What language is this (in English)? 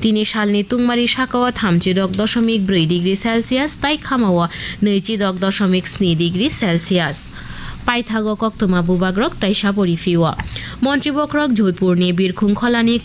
Kok Borok